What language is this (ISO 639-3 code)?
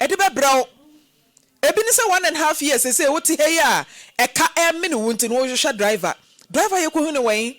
aka